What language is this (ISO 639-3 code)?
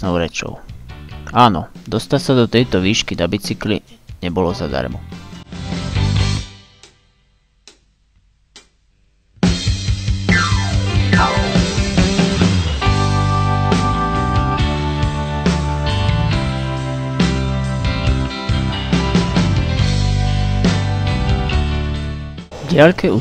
slk